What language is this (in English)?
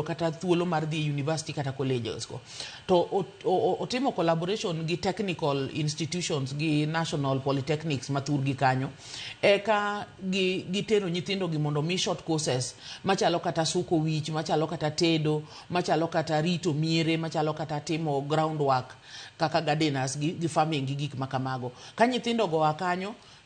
Luo (Kenya and Tanzania)